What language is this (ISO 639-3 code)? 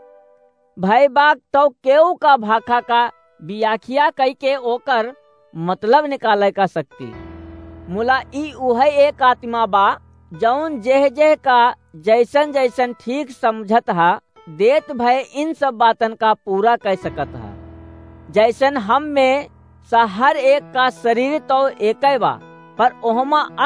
awa